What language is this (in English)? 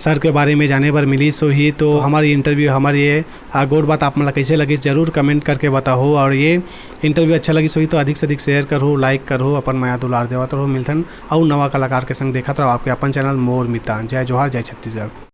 Chhattisgarhi